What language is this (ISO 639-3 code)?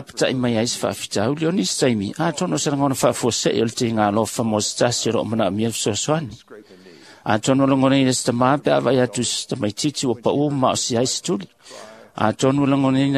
smo